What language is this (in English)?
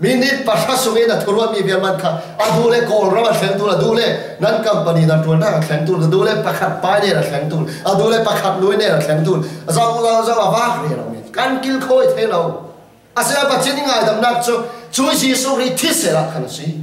Falam Chin